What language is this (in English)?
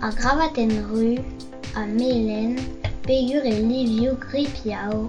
Breton